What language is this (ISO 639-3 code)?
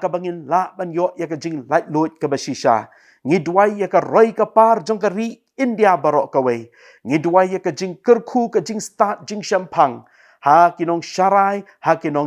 kha